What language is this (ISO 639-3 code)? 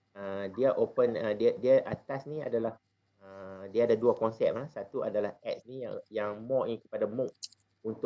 msa